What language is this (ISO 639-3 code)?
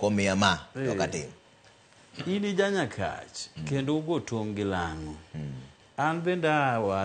luo